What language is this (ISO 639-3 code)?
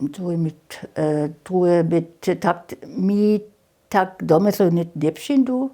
hsb